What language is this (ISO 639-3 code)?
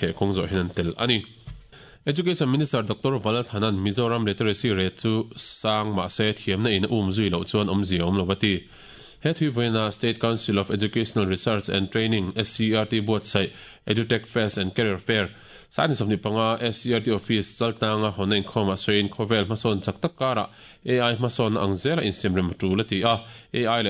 lus